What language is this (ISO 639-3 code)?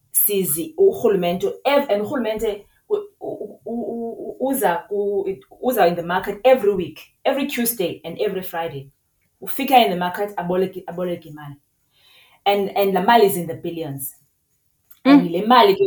xho